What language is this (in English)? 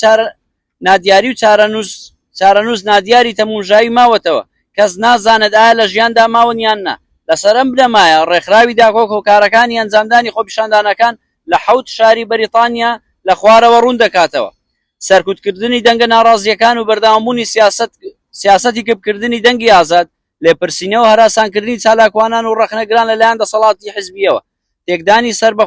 Central Kurdish